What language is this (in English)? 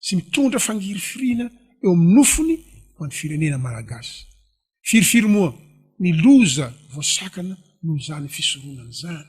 Malagasy